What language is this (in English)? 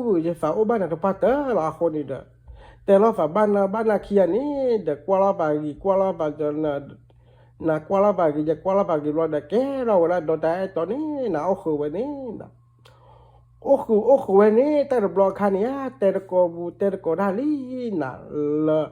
S'gaw Karen